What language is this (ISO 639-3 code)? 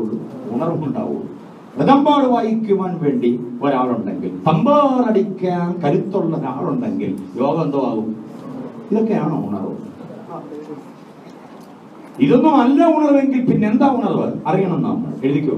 mal